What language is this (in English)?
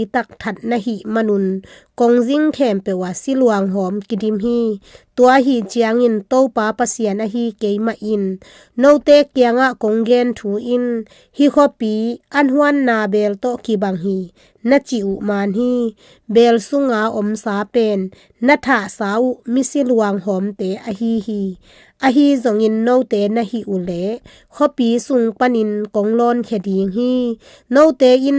Tedim Chin